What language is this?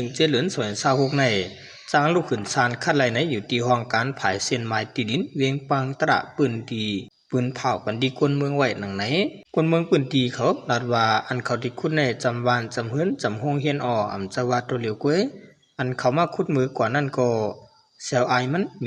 Shan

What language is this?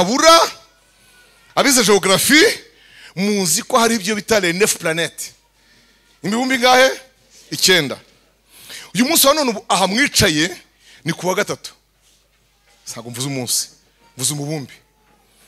Kinyarwanda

